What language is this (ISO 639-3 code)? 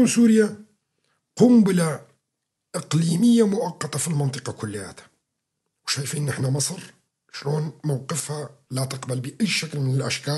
apc